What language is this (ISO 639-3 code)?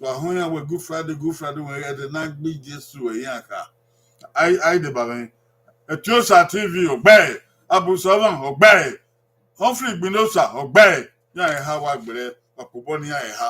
bin